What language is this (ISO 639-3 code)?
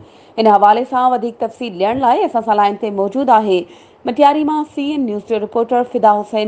snd